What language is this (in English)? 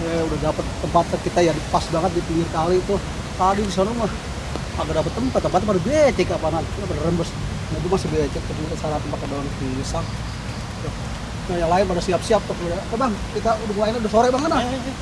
Betawi